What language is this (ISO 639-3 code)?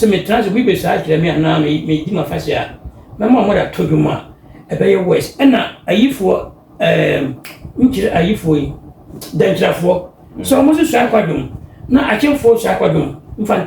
aka